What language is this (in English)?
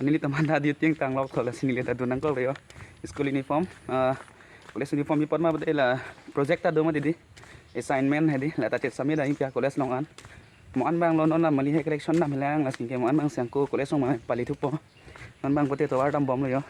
Karbi